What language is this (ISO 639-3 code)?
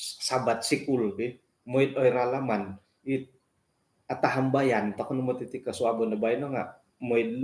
dtp